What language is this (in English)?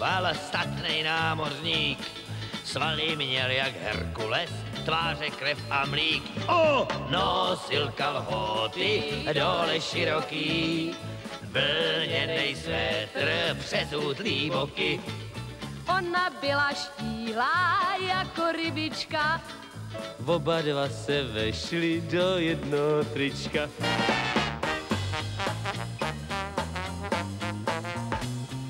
Czech